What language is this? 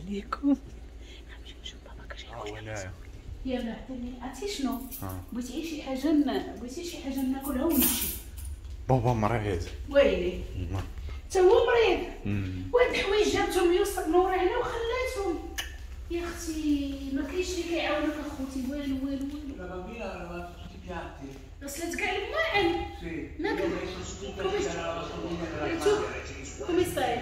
Moroccan Arabic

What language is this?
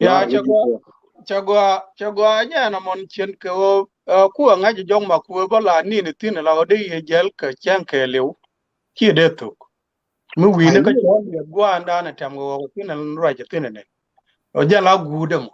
Nuer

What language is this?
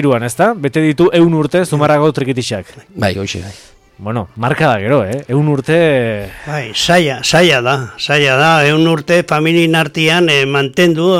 Basque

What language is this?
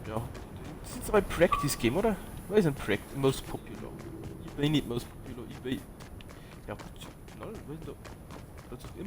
Bavarian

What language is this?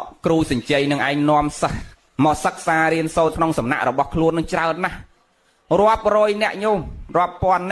Khmer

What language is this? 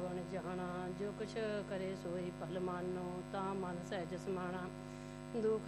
Punjabi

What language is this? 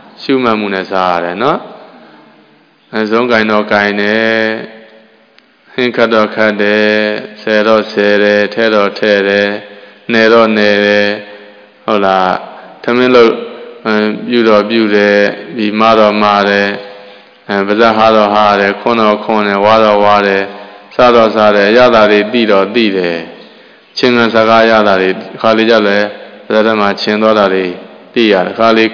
Burmese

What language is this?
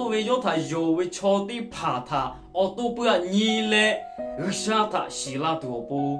Lahu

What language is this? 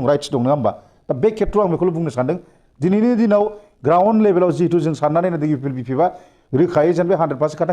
Bodo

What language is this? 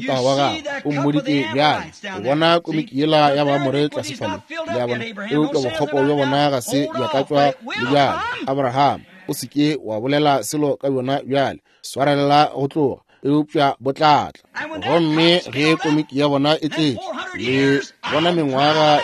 Northern Sotho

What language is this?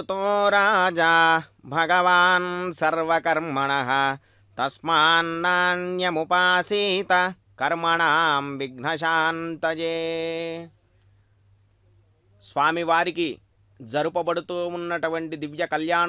Telugu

